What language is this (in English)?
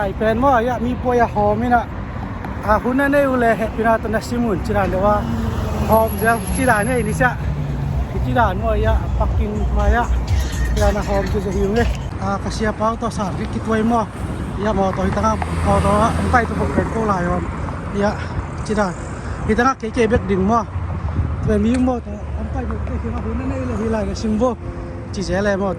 Tedim Chin